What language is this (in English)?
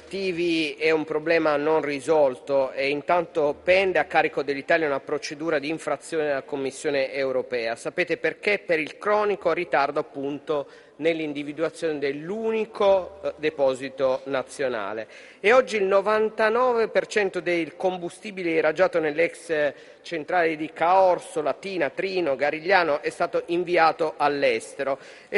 Italian